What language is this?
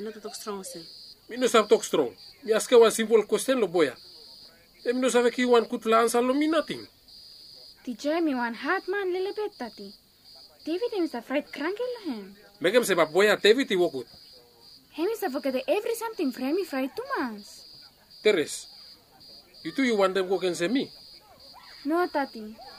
Bislama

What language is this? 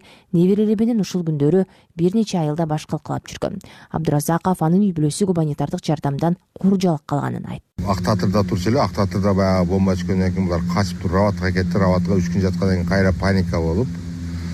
Kyrgyz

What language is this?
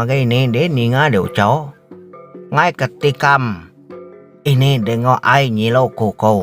Iban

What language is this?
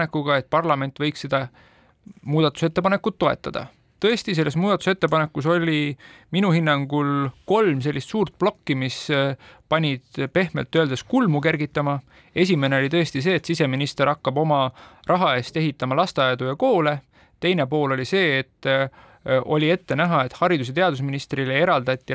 Estonian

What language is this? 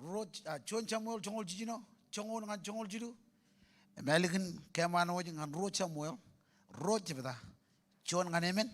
Marshallese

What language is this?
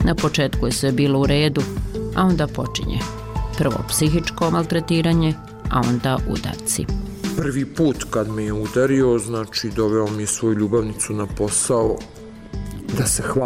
Bosnian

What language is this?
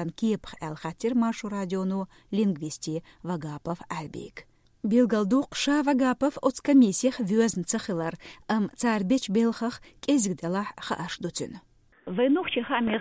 Chechen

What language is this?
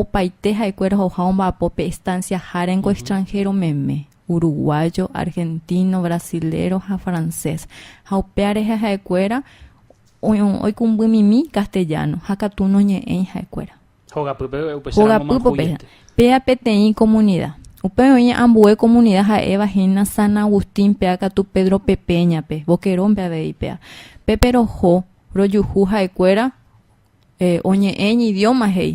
Guarani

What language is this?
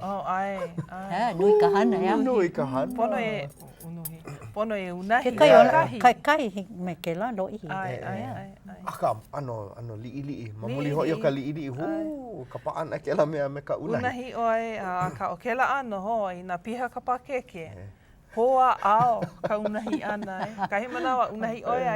Hawaiian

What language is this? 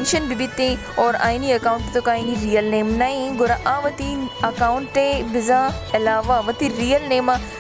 Baluchi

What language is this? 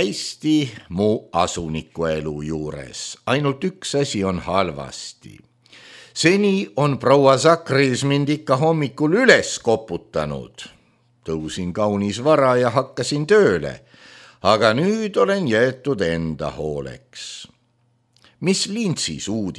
Estonian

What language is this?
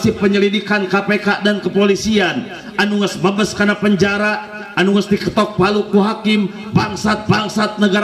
Sundanese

